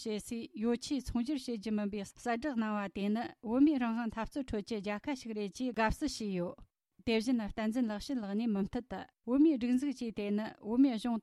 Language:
Tibetan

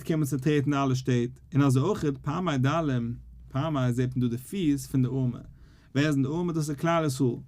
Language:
Yiddish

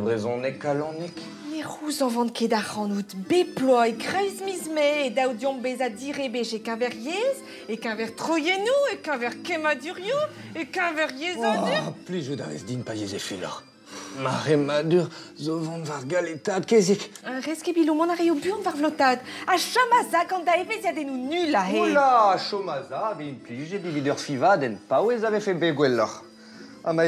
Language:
Breton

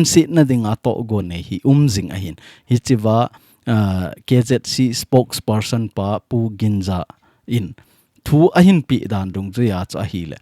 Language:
Thado Chin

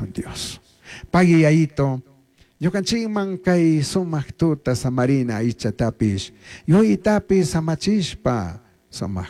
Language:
Chimborazo Highland Quichua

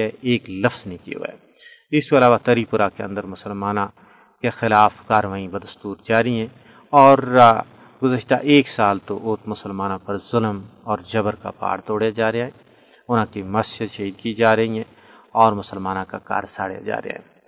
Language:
Gujari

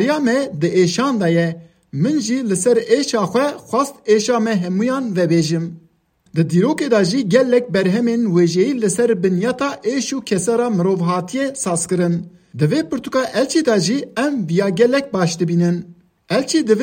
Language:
Kurdish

